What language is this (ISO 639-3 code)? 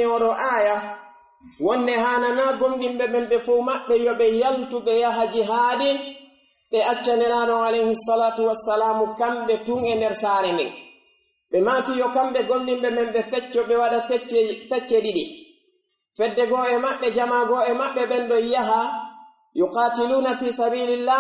fuf